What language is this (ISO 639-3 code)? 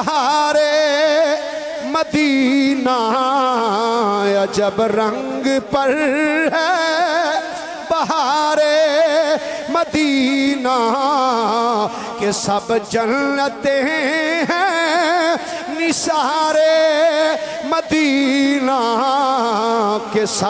lah